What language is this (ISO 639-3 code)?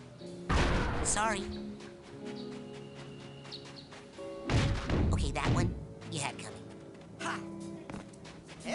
eng